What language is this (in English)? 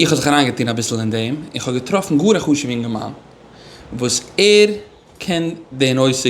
Yiddish